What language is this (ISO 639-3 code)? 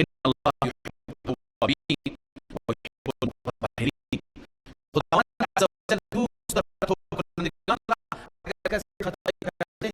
fas